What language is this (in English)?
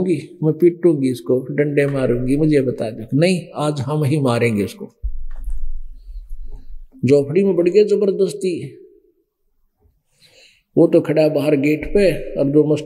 Hindi